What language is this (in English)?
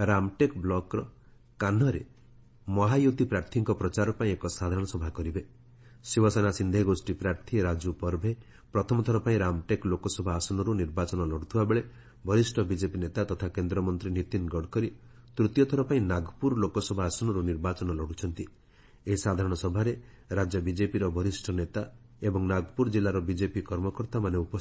Odia